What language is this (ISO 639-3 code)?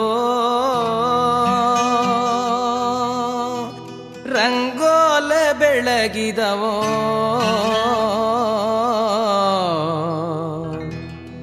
kan